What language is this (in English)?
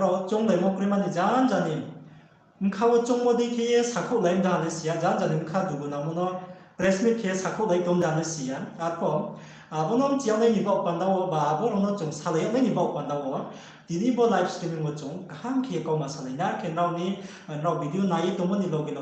Riang (India)